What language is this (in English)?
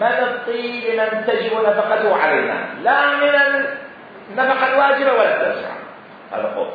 Mesopotamian Arabic